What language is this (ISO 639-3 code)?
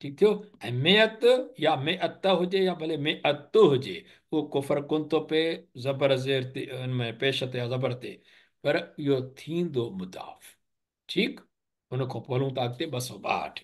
snd